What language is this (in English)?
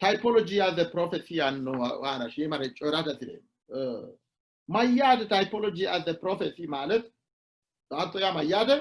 Sidamo